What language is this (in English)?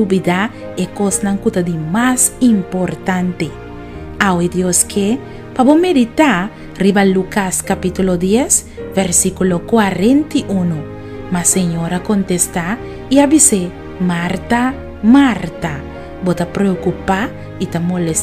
Papiamento